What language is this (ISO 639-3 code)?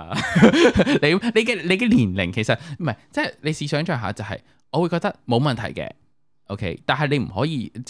yue